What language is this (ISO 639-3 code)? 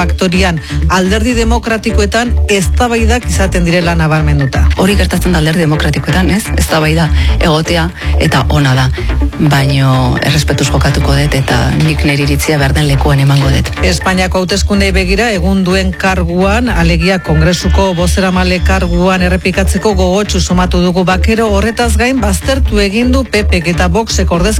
eus